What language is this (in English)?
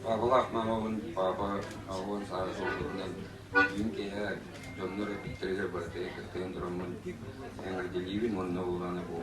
Yakut